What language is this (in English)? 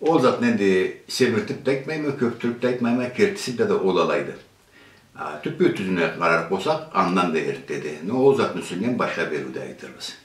Karachay-Balkar